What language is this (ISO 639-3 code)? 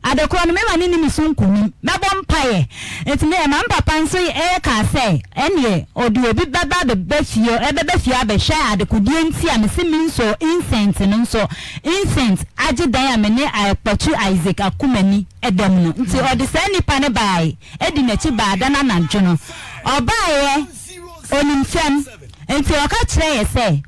aka